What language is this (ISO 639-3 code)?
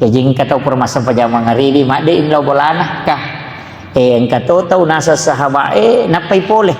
bug